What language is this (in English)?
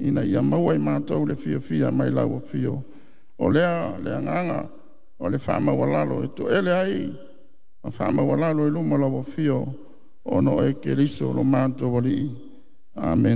Samoan